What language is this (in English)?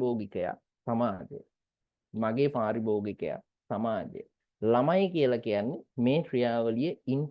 Sinhala